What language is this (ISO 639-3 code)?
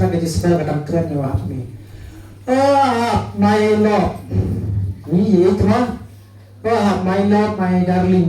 kha